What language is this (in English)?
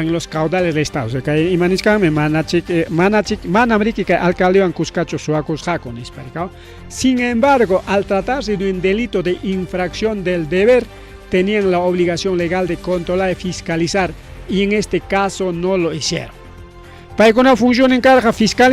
Ayacucho Quechua